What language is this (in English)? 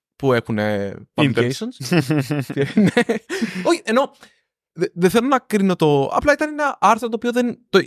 Greek